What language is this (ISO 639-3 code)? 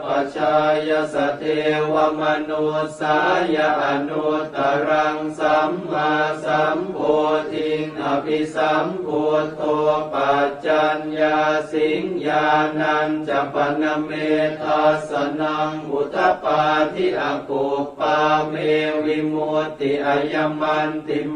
pli